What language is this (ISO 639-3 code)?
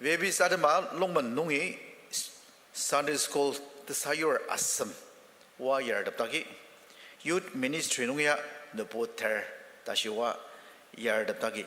njo